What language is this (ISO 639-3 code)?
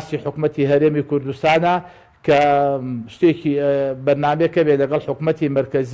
ckb